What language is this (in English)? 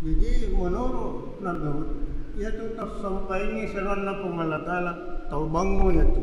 Buginese